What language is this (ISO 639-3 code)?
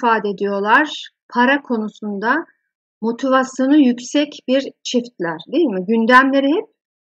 tur